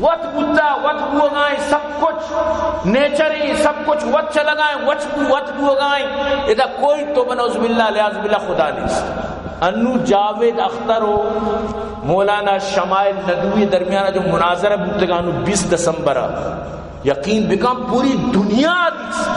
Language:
Baluchi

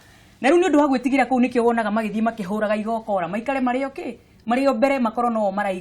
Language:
Kikuyu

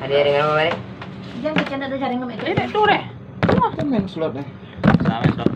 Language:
Minangkabau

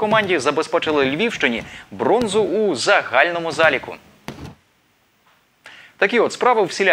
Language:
Ukrainian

